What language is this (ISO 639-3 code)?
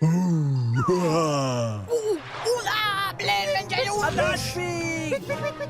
roh